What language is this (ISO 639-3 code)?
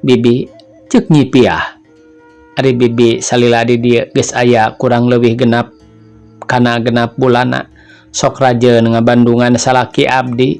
sun